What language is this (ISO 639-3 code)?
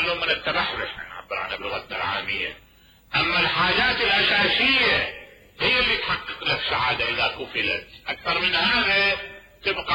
acm